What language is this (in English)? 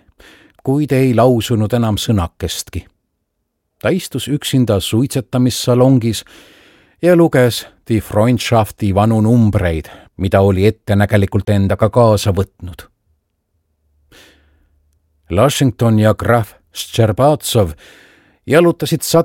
Estonian